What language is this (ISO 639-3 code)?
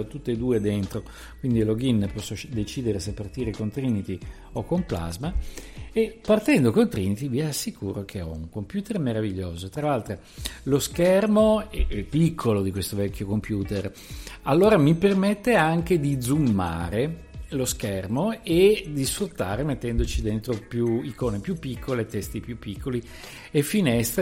ita